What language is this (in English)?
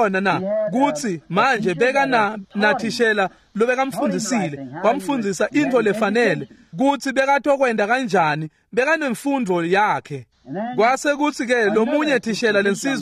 Swati